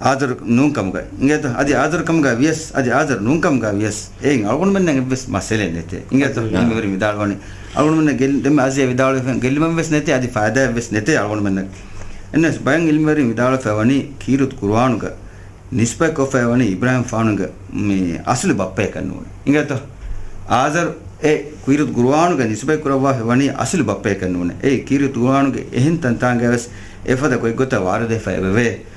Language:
Divehi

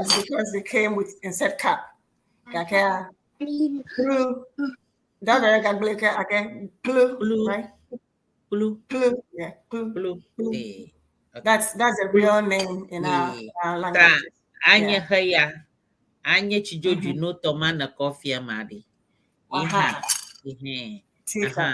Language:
Ewe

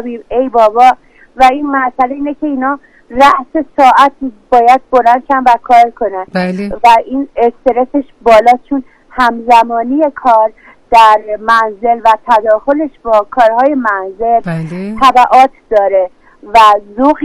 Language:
Persian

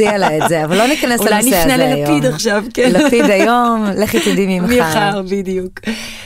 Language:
Hebrew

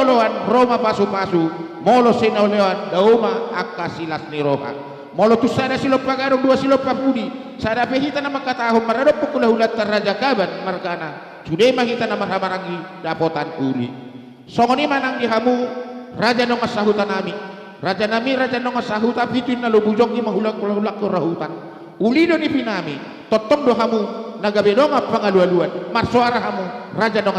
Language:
Batak Karo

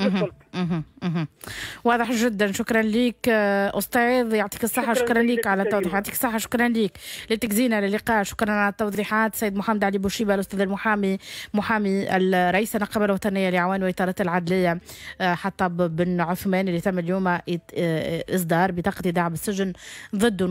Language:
Tunisian Arabic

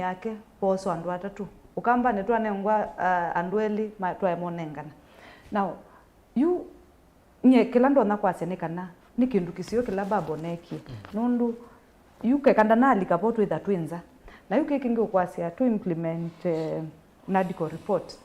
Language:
Kamba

